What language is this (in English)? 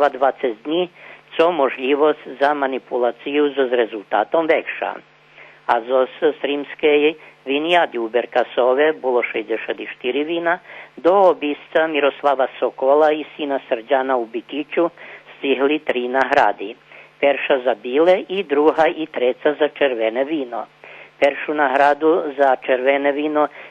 Rusyn